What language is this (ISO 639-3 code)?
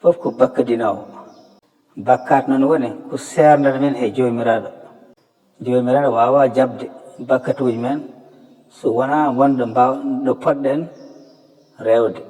ful